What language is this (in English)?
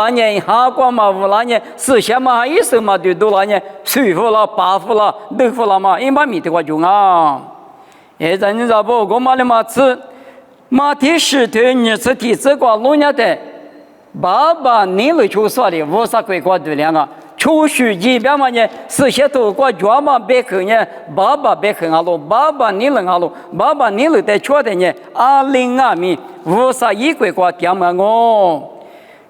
Lisu